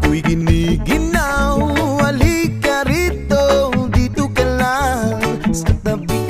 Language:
Filipino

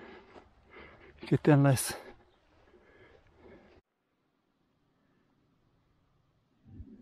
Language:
Slovak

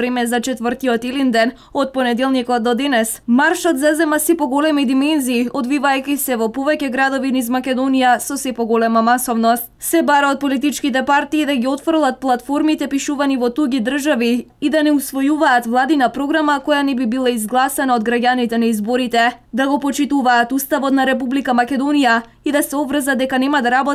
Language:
Macedonian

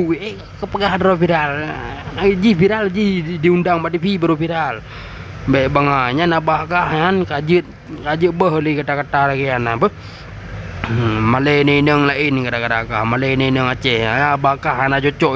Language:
Achinese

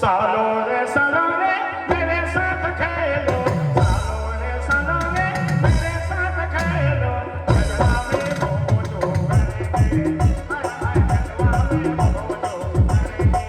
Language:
Sadri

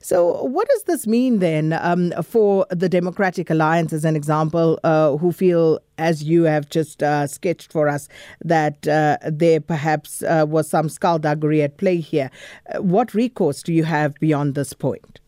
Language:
English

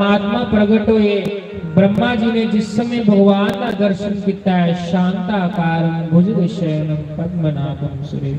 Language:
Dogri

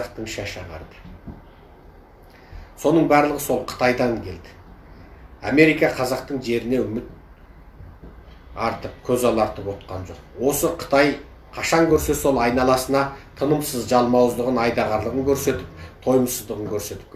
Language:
Kazakh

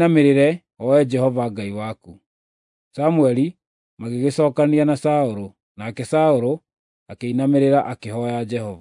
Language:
Kikuyu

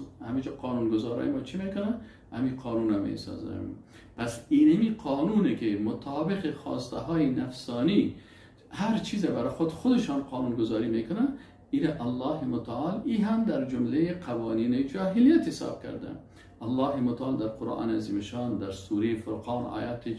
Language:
Persian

